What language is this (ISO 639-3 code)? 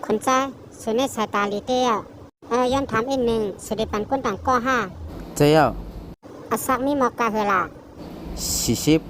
shn